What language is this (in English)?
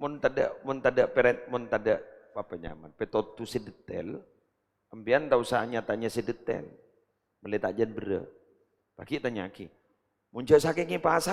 Madurese